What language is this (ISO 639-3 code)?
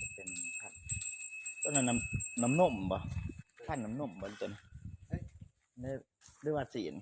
lao